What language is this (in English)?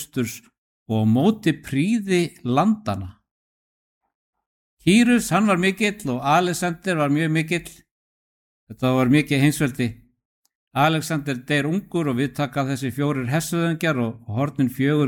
Icelandic